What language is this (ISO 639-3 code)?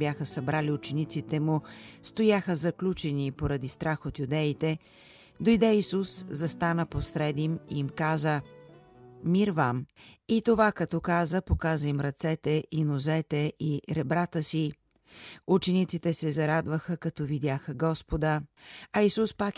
bul